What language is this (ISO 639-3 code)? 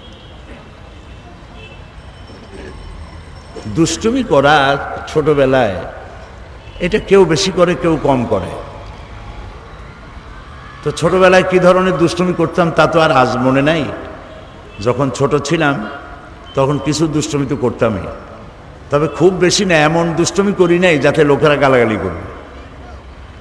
ben